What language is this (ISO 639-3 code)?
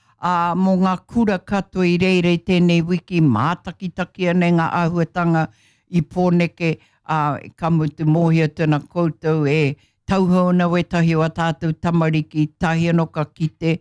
mri